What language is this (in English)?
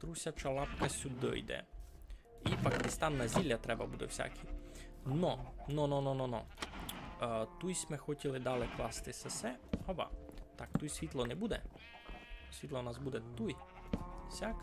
Rusyn